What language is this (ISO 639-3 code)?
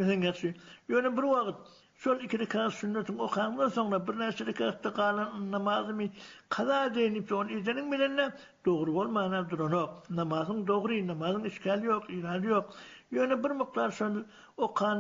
tuk